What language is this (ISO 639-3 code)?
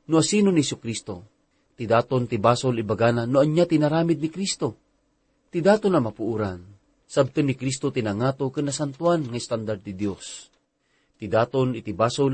ilo